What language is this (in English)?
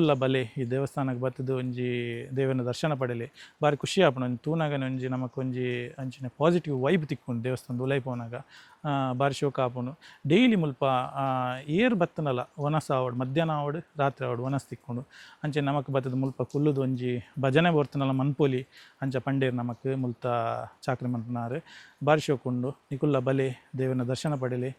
Tulu